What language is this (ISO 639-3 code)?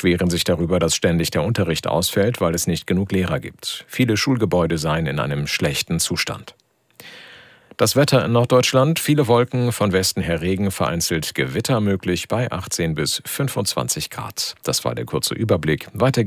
deu